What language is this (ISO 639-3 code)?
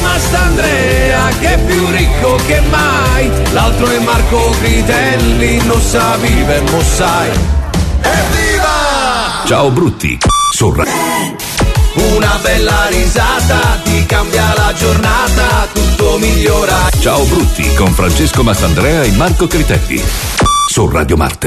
ita